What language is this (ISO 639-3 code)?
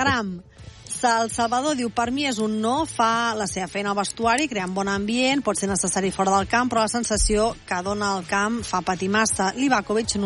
cat